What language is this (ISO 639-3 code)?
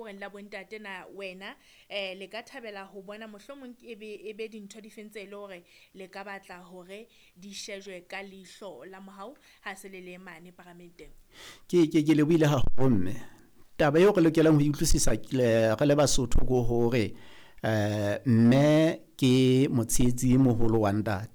sot